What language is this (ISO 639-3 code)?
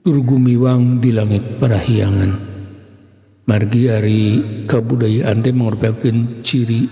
sun